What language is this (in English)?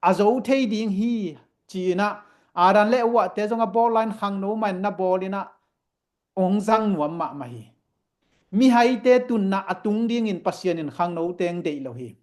Tedim Chin